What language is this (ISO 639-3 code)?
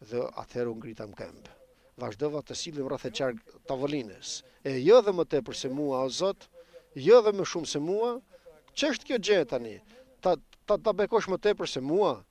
sqi